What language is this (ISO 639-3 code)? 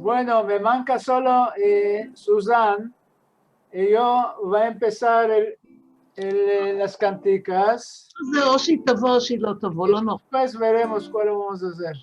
lad